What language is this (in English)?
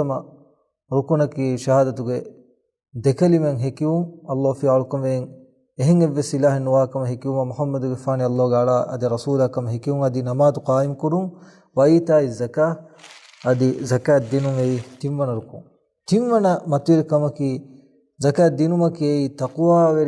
Divehi